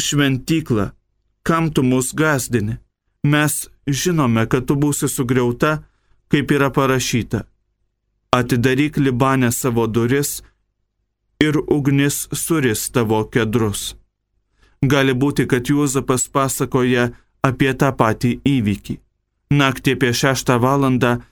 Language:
Lithuanian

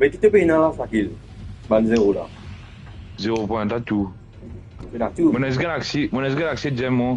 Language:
Morisyen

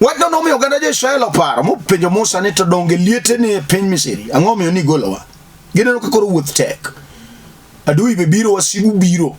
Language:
Luo (Kenya and Tanzania)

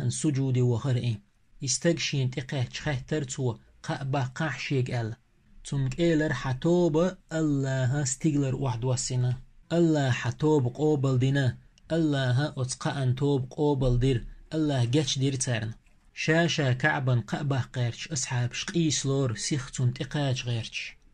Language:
Chechen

